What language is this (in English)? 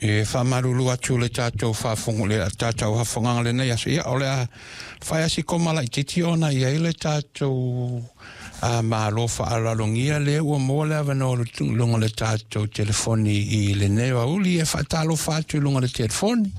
Samoan